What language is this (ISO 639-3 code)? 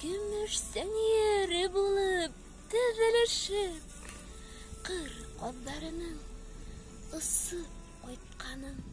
bak